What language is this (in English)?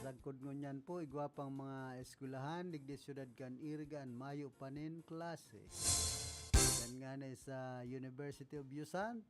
Bikol